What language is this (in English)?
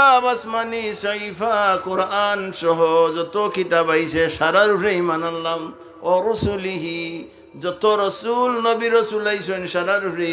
Sylheti